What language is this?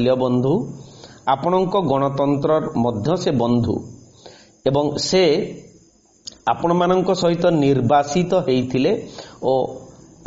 Odia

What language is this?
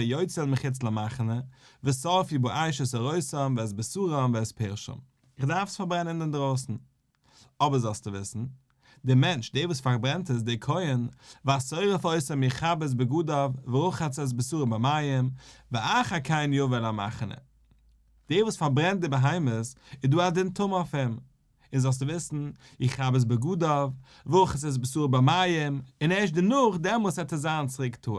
Yiddish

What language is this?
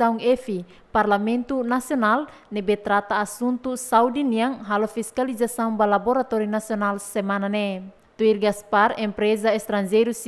Tetum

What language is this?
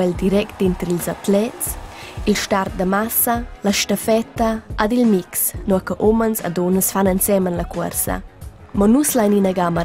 Romansh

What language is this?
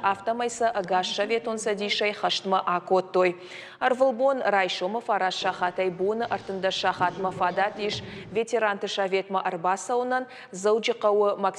Ossetic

